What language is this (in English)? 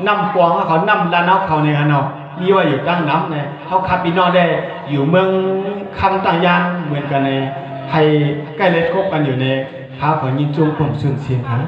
Shan